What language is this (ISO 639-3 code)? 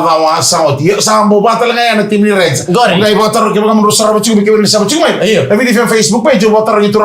fij